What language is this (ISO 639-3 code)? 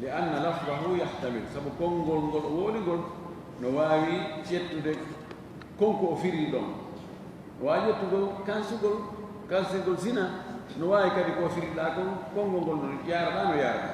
ful